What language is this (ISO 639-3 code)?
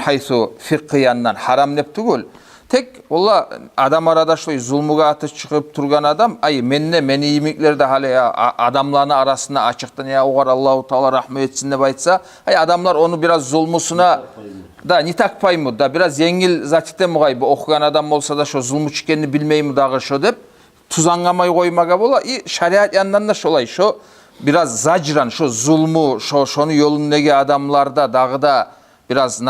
kum